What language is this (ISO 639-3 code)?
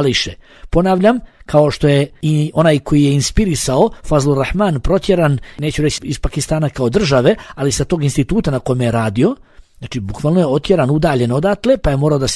bos